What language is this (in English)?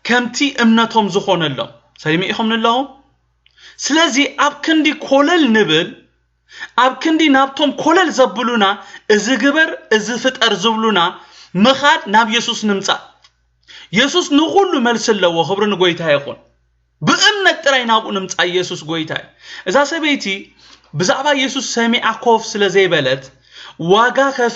Tigrinya